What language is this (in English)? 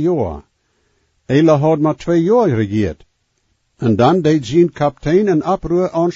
Plautdietsch